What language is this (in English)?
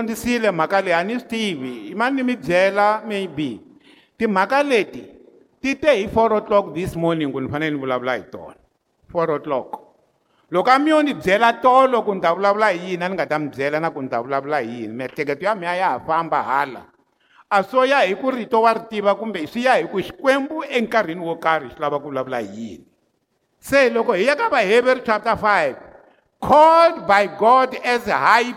Tsonga